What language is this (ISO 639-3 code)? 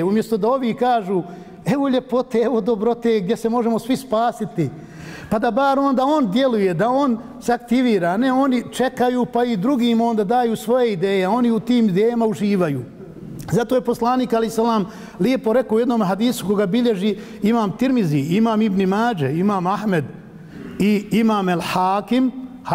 bos